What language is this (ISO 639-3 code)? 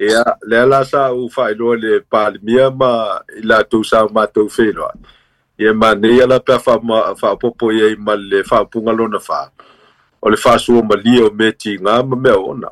smo